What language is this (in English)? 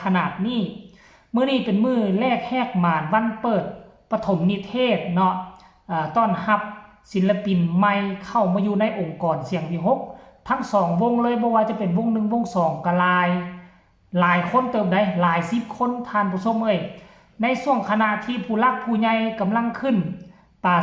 Northeastern Thai